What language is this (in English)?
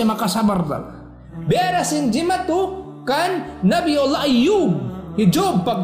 Tausug